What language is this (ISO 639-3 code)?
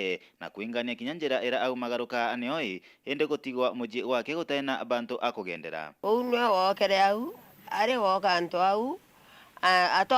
mer